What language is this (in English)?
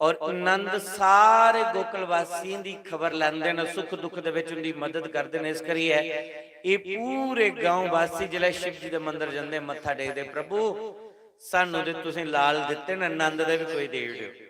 Dogri